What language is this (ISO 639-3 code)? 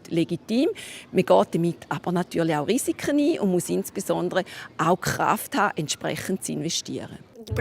gsw